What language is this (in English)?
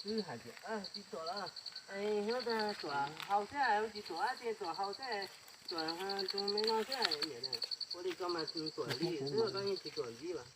Hmong